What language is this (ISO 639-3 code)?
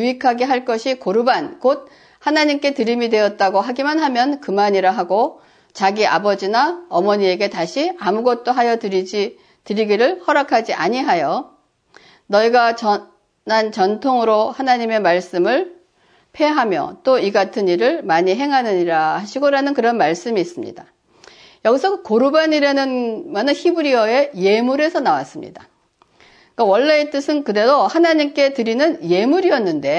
kor